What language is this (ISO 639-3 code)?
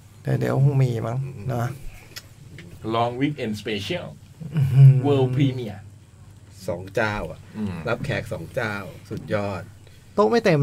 tha